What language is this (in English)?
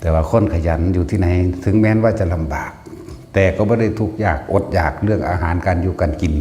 Lao